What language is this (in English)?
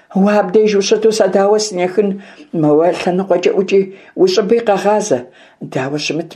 Kabardian